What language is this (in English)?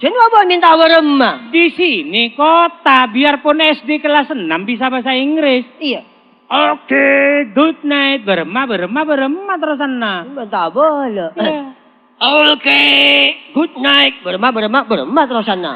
Madurese